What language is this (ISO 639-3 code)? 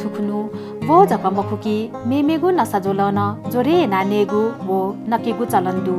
new